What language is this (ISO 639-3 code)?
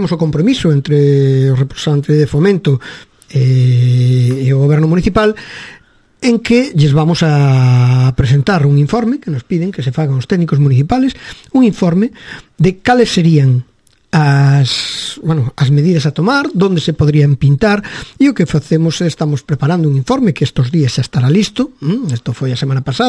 glg